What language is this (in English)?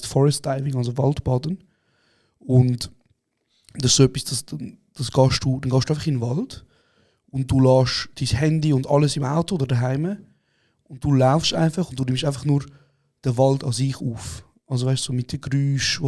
Swiss German